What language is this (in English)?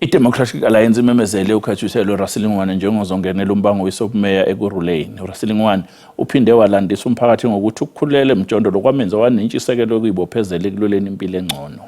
Zulu